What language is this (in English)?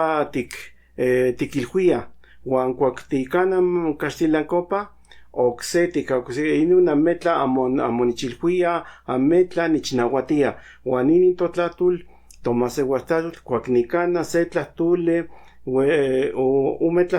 Central Nahuatl